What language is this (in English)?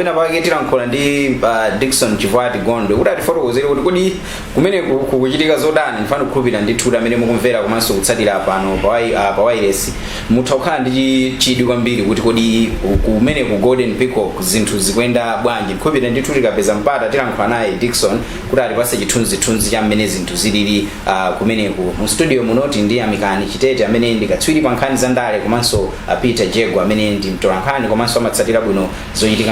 Nyanja